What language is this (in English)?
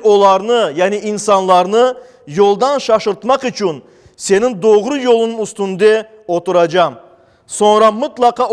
Crimean Tatar